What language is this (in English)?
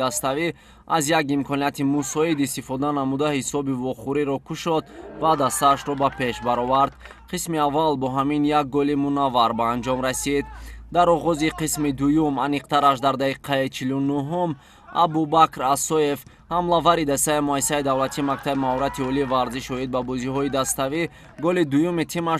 Tajik